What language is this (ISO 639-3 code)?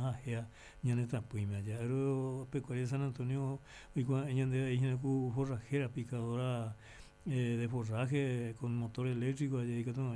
grn